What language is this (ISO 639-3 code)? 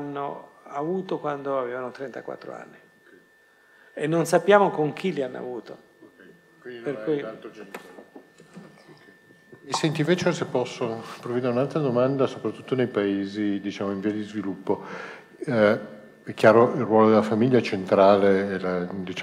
ita